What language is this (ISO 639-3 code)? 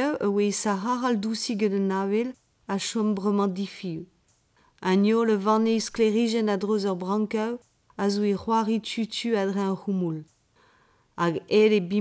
bre